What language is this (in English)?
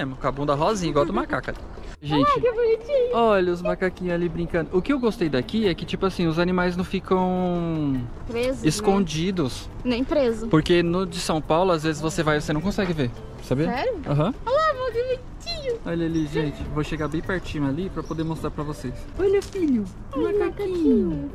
Portuguese